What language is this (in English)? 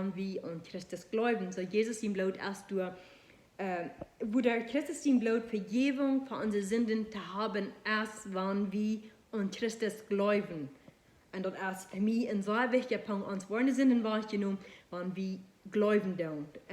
Plautdietsch